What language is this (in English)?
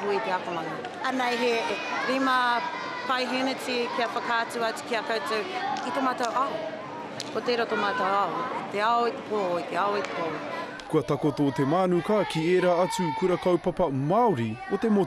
Māori